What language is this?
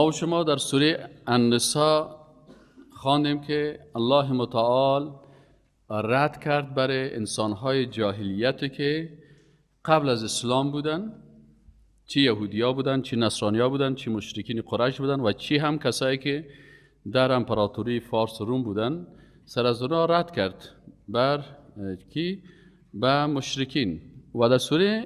Persian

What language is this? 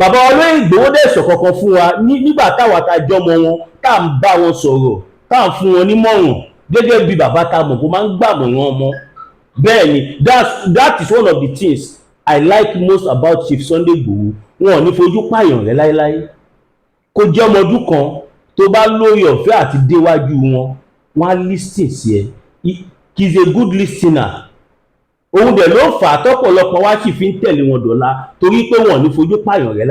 Yoruba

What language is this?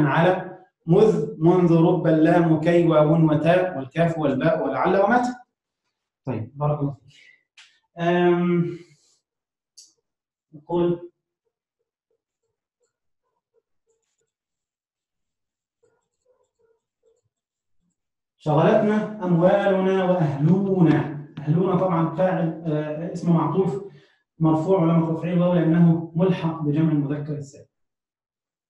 Arabic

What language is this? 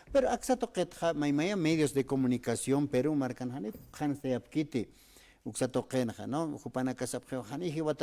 Aymara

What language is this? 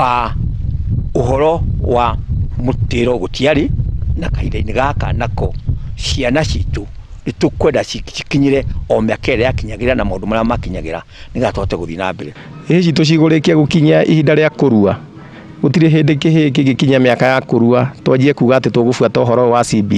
Kikuyu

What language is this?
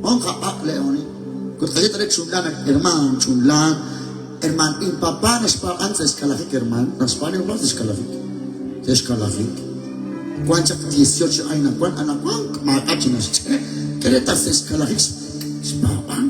Kekchí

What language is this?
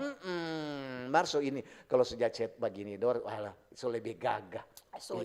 Manado Malay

